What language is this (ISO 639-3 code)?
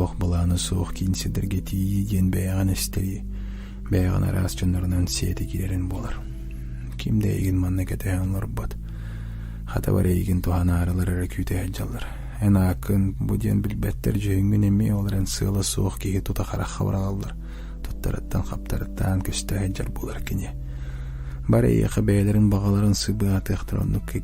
sah